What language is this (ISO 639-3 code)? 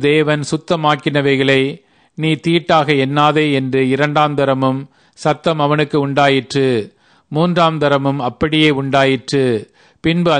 tam